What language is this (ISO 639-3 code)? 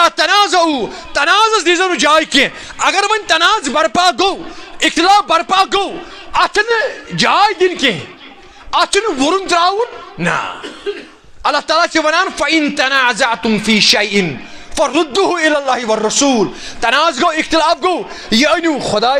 kas